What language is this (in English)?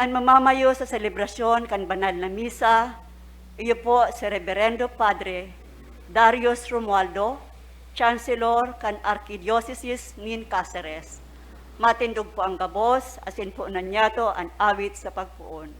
Bikol